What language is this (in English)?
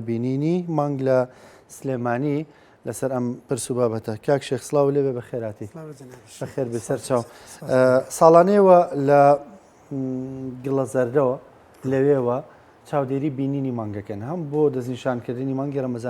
Central Kurdish